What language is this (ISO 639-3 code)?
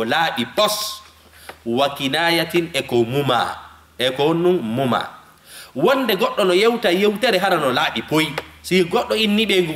ful